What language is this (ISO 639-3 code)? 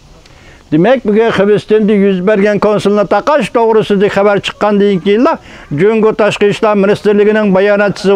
uig